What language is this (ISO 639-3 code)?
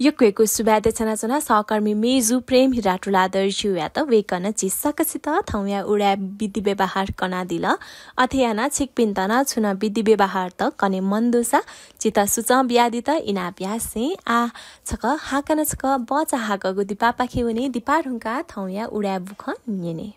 new